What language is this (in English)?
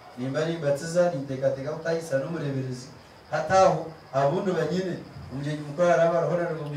Nyankole